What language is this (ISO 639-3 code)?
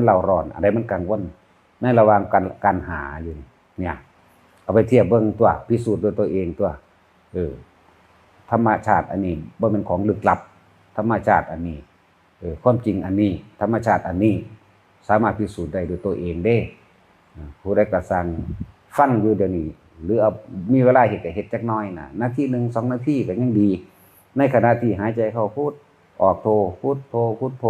tts